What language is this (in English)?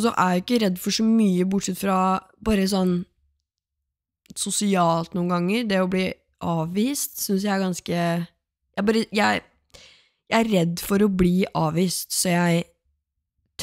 Norwegian